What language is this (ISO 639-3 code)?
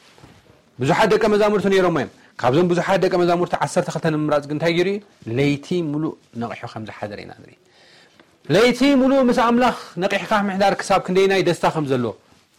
tir